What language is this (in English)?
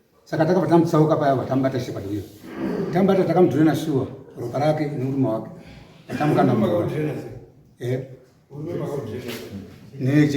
Shona